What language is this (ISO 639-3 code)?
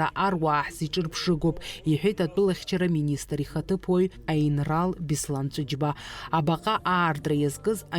abk